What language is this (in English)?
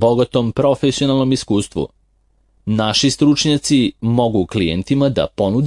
Serbian